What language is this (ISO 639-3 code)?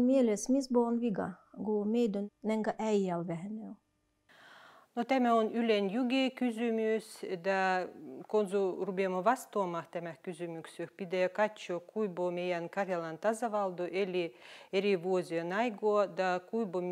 fin